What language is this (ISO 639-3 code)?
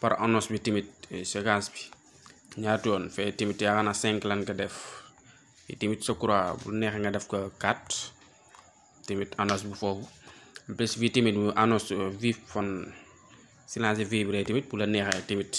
wol